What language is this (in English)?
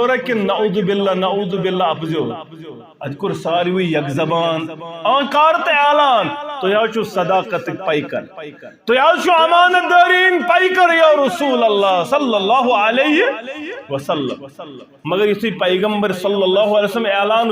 Kashmiri